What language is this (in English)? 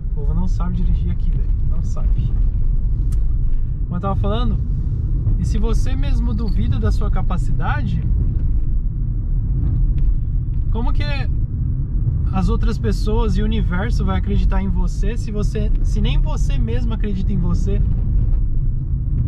Portuguese